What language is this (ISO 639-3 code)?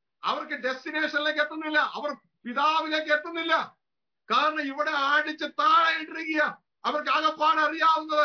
mal